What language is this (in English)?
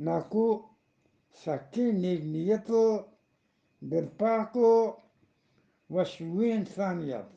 Eastern Balochi